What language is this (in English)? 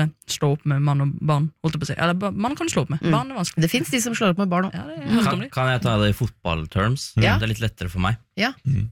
Norwegian